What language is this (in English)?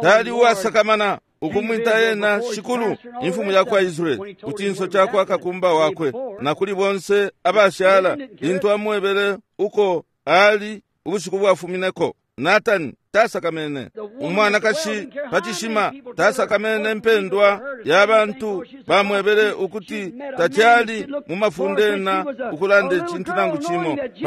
Bemba